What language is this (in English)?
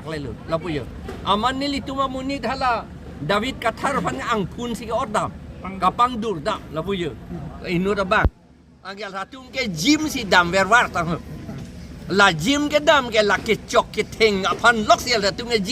Karbi